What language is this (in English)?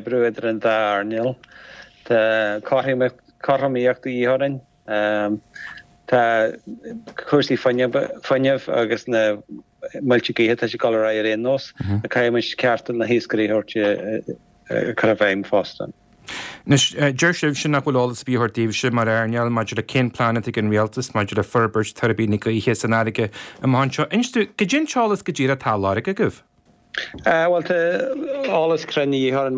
Irish